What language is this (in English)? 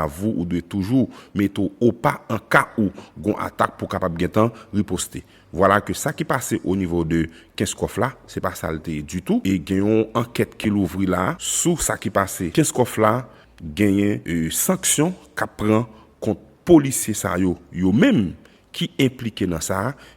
Haitian Creole